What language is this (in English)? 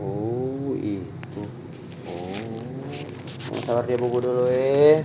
Ambonese Malay